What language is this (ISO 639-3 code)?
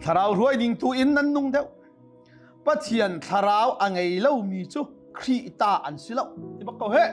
cnh